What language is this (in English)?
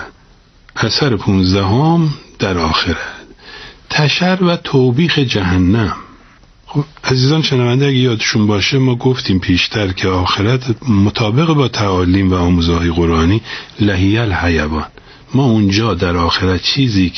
Persian